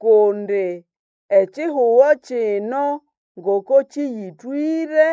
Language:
Nande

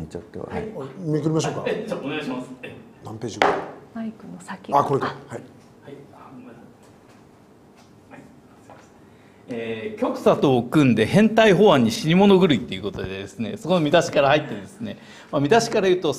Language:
Japanese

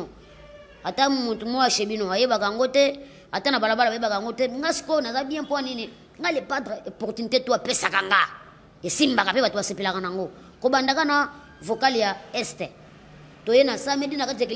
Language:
Lingala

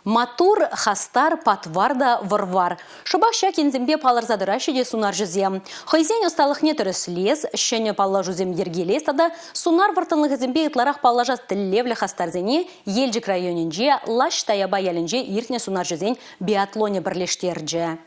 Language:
Chuvash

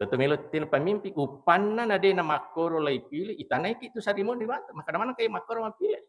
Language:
Buginese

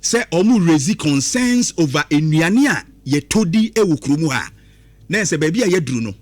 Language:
Akan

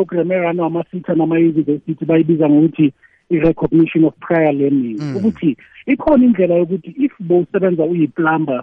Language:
South Ndebele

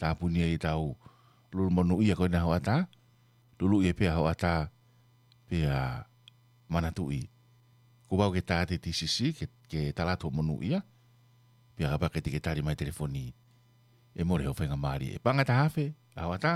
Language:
Tongan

